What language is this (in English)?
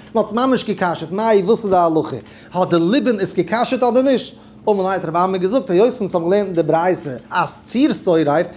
Yiddish